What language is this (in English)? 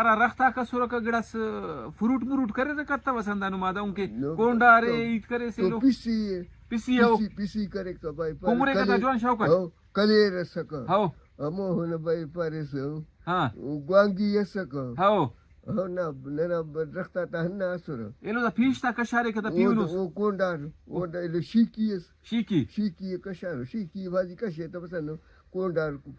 Brahui